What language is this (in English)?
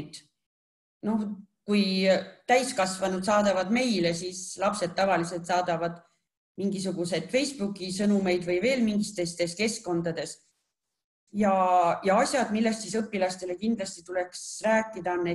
Estonian